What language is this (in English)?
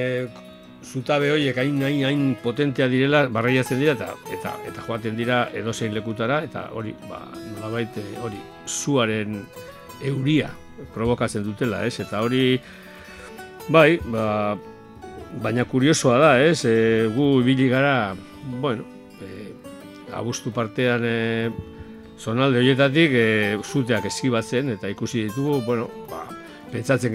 Basque